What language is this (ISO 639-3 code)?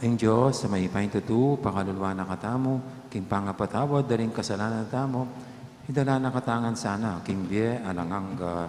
pam